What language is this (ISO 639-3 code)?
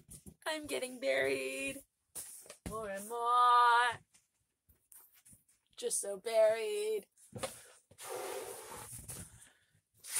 eng